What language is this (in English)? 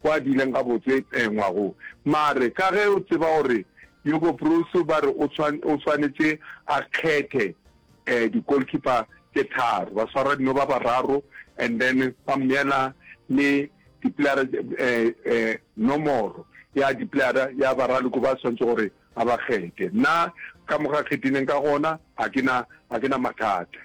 Northern Sotho